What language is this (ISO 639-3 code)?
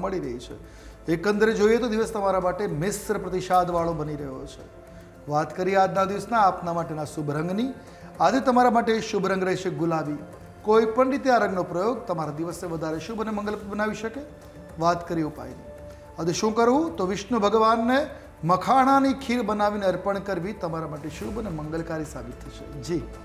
guj